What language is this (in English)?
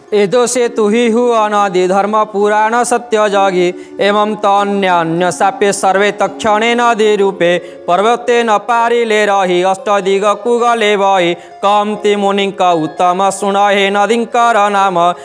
Odia